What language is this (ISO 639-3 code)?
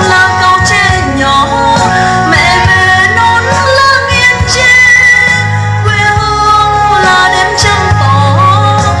vie